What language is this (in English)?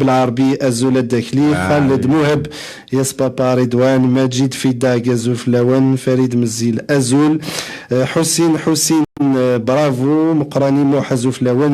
Kabyle